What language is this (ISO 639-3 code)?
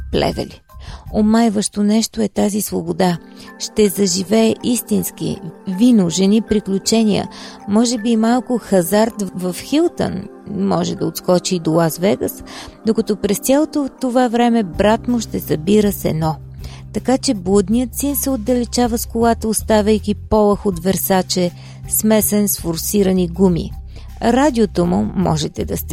bul